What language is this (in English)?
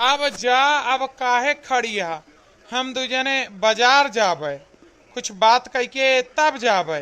Awadhi